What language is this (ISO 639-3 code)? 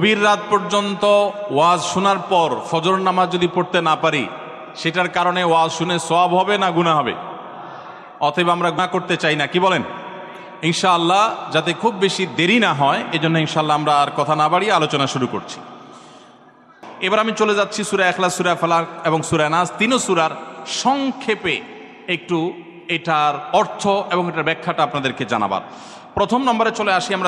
ben